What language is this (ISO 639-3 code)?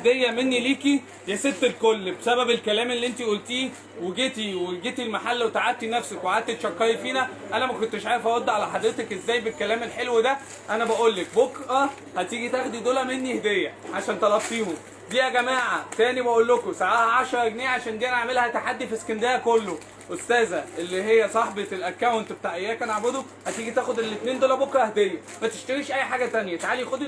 arz